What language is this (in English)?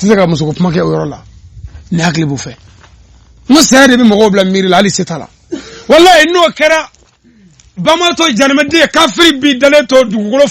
Bambara